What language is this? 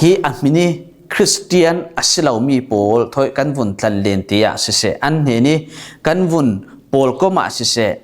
Falam Chin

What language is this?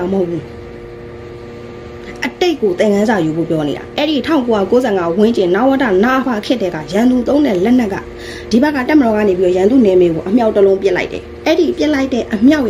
Burmese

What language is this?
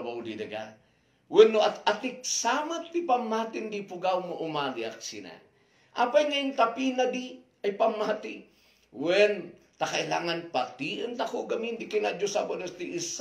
Kankanaey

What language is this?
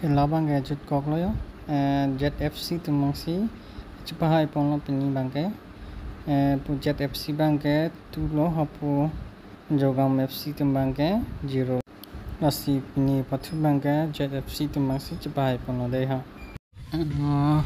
Karbi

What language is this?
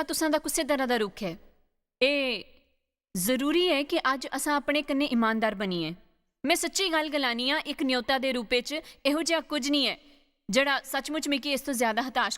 Dogri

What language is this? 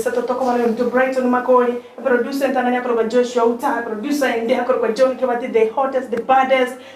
Gusii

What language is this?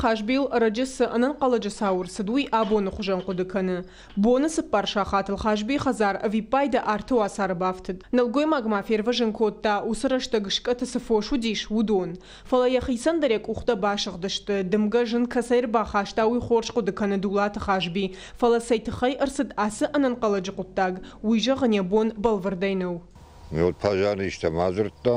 Ossetic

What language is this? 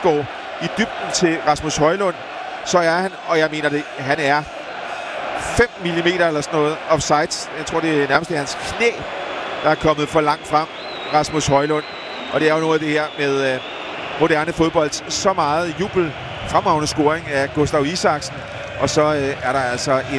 Danish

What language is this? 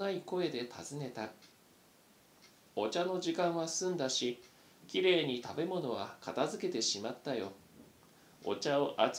Japanese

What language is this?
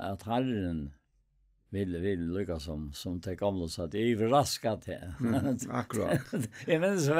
Faroese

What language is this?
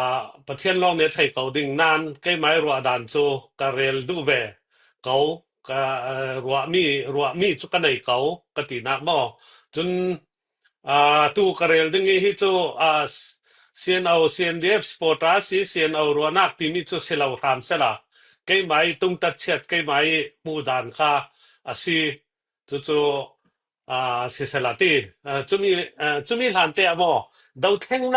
Falam Chin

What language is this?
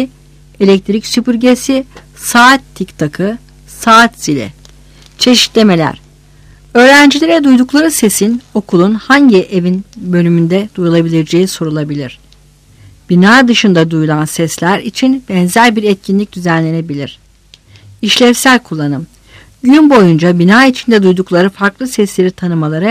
Turkish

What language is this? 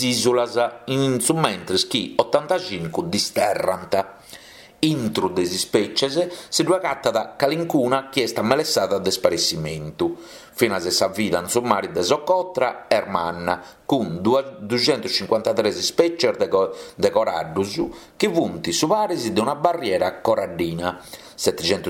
Sardinian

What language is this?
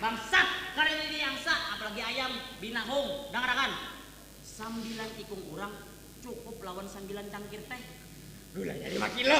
Banjar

